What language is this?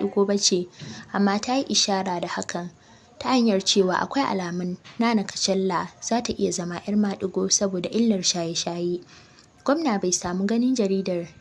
Hausa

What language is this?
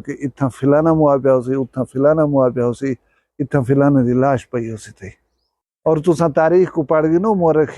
Saraiki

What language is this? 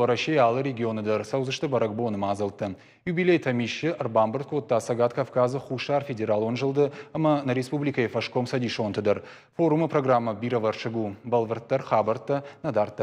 Ossetic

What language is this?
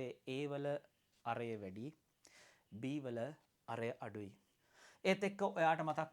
Sinhala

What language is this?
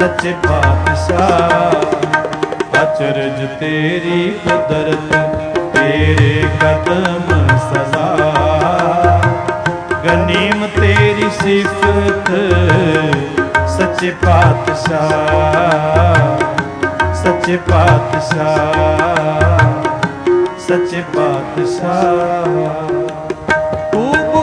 Punjabi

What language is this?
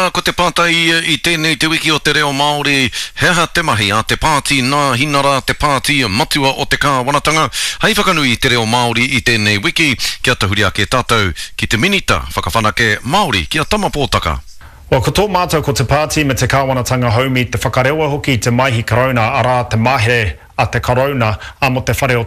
Māori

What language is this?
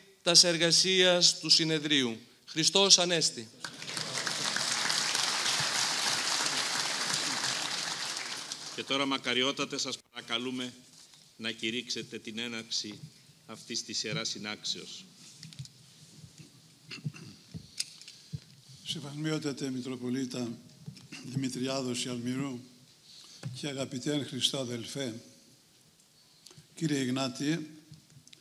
Greek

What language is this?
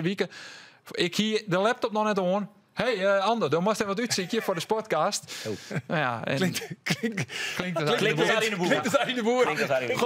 Western Frisian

